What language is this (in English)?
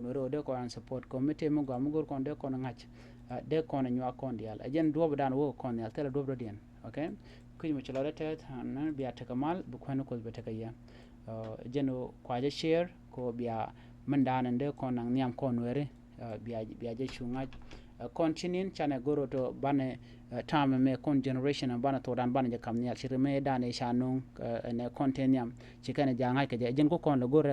Nuer